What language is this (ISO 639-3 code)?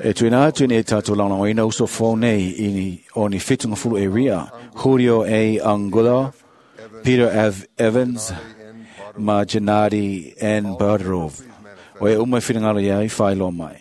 smo